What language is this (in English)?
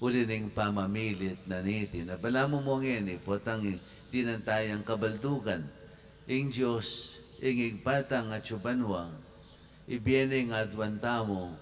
Pampanga